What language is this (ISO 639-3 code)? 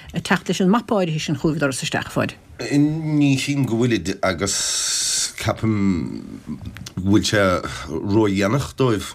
gle